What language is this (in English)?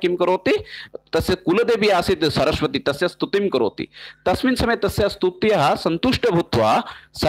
Sanskrit